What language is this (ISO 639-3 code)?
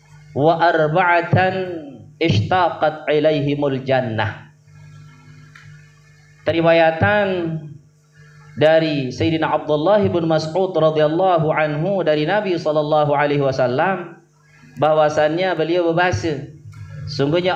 sas